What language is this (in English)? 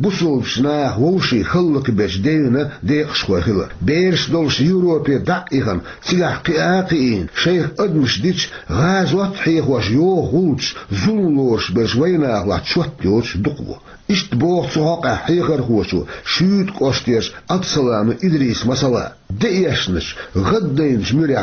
Chechen